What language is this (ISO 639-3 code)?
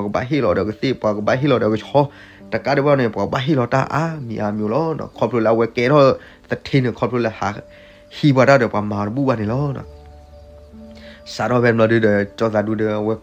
ksw